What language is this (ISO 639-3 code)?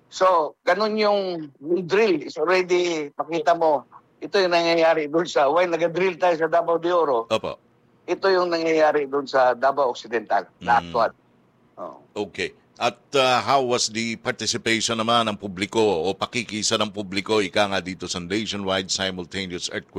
fil